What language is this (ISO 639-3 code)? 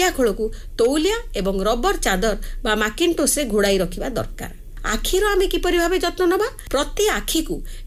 ori